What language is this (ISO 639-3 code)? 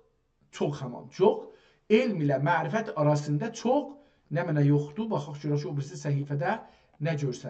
azb